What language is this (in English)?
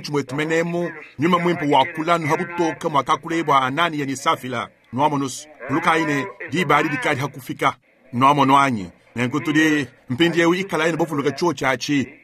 Luba-Lulua